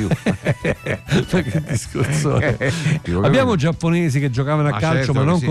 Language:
Italian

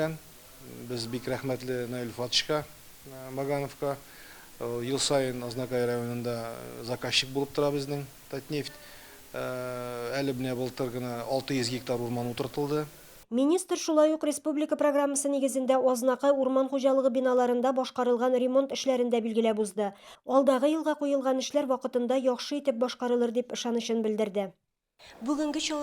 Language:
Tatar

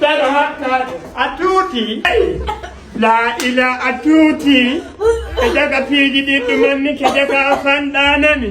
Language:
Fula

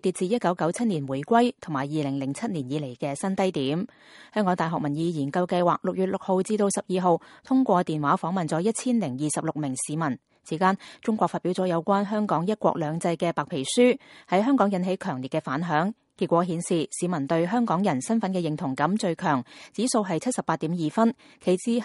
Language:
Cantonese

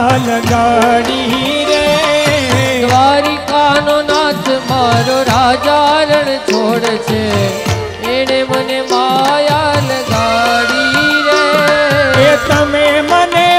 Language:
Gujarati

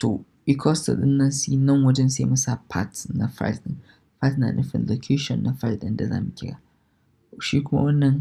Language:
Hausa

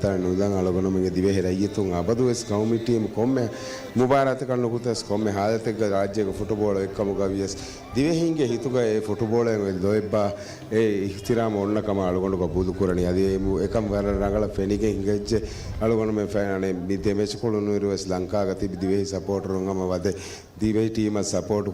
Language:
Divehi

